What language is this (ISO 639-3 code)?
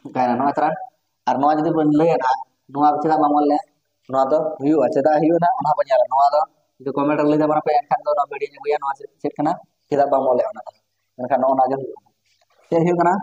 sat